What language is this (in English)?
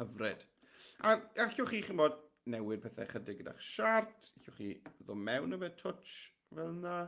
Welsh